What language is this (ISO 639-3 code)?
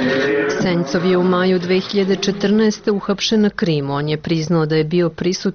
srp